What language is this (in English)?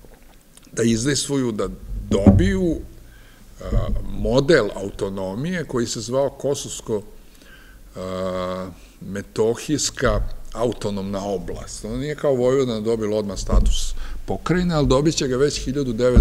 Serbian